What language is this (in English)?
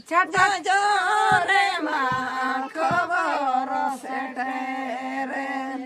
Santali